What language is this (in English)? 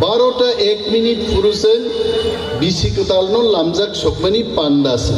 Kok Borok